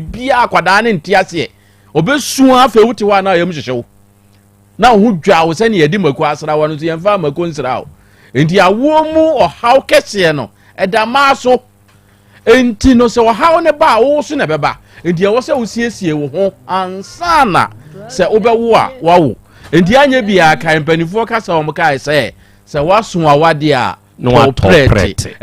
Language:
Akan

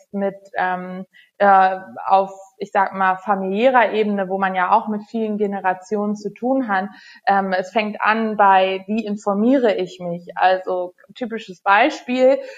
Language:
German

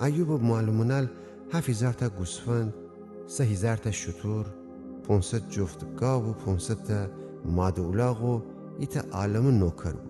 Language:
Gilaki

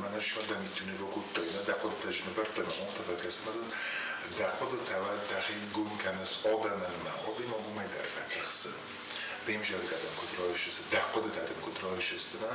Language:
Ossetic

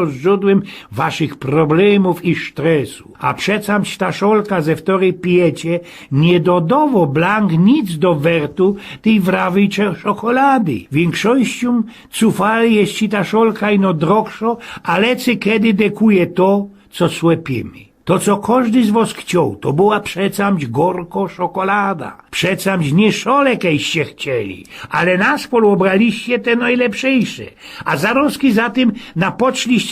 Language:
Silesian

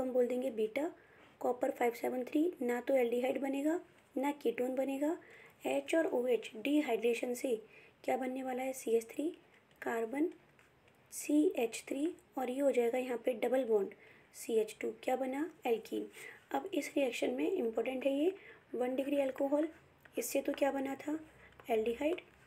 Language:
Hindi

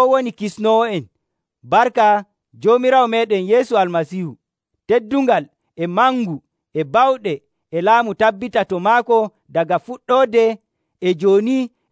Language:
Nigerian Fulfulde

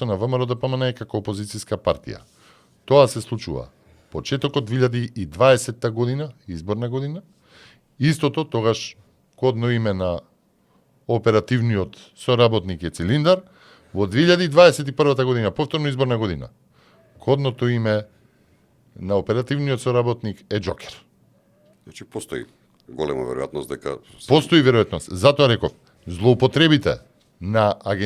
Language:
Macedonian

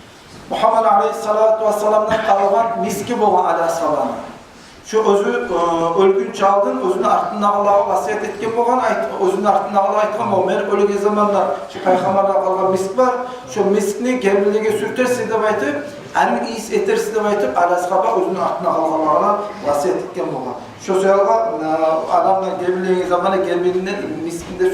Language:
Kumyk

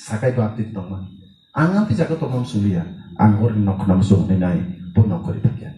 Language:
Kok Borok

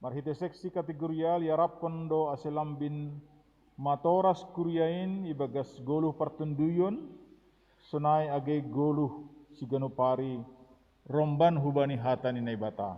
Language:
Batak Simalungun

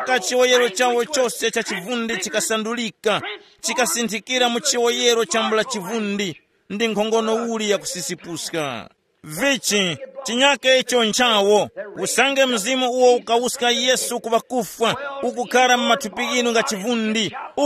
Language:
Tumbuka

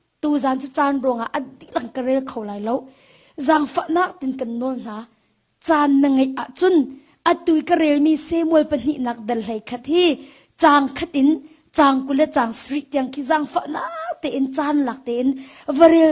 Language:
Hakha Chin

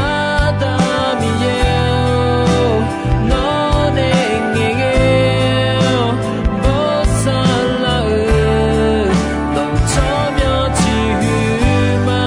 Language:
Akha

